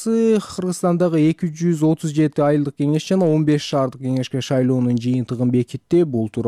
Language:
Kyrgyz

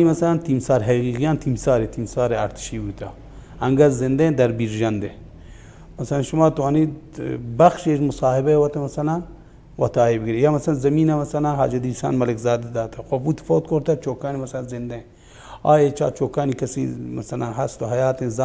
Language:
Baluchi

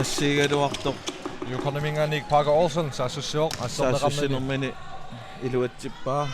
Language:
Kalaallisut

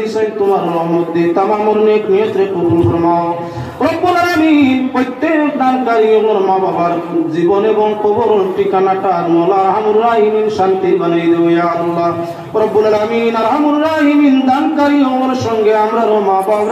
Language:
Sylheti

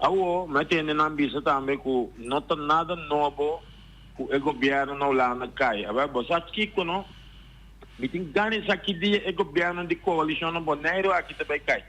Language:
Papiamento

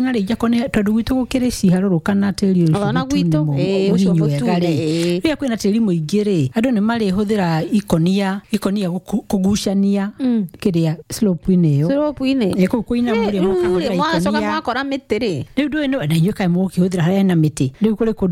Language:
Kikuyu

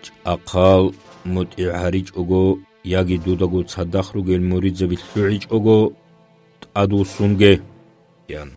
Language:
Avaric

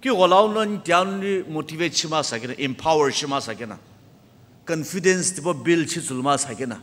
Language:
Sumi Naga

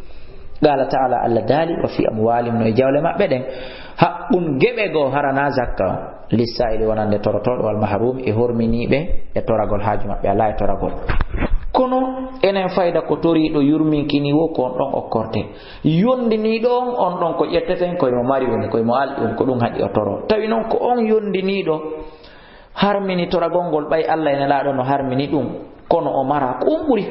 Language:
Fula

